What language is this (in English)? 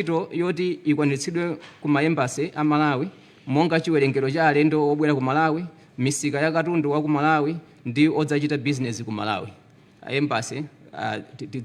Nyanja